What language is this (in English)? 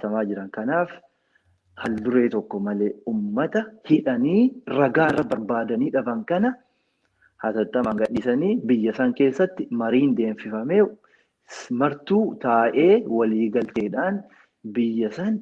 Oromo